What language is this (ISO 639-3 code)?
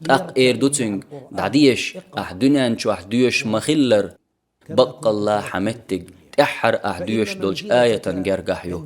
che